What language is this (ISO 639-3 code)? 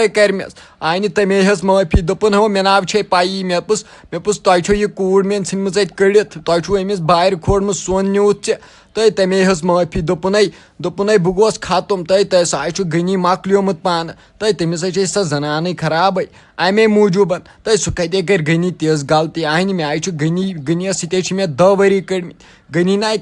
kas